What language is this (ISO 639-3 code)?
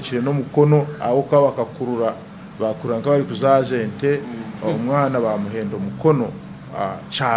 nyn